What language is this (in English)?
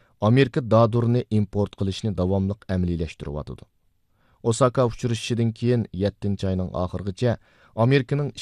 Uyghur